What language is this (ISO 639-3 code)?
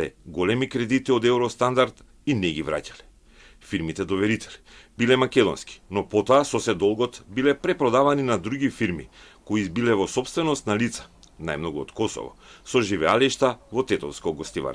mkd